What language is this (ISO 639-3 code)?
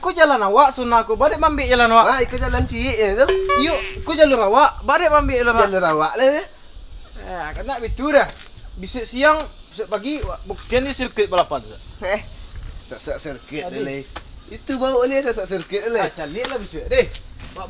min